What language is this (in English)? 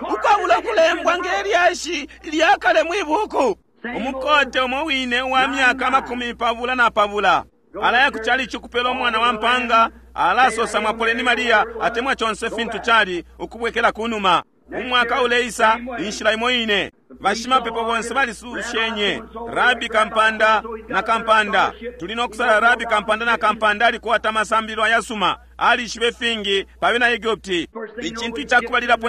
Bemba